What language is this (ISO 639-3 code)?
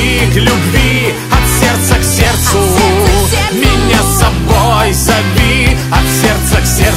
rus